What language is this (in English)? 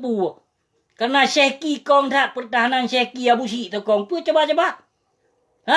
Achinese